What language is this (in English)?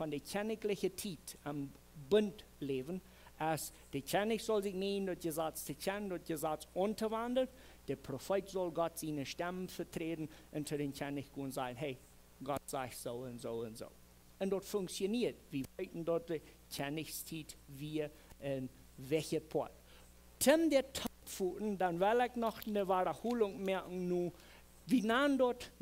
Plautdietsch